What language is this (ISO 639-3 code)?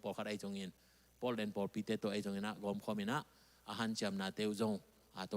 ctd